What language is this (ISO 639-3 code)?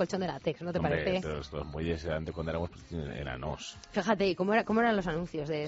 spa